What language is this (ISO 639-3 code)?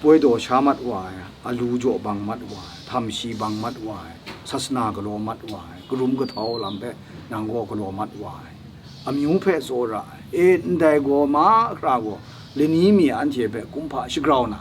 kac